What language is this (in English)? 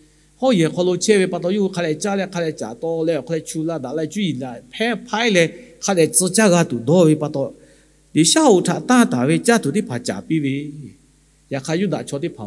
Lahu